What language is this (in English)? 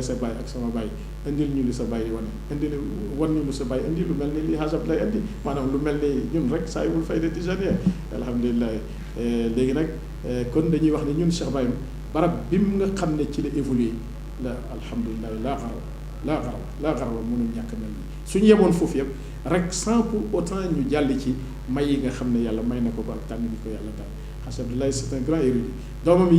Wolof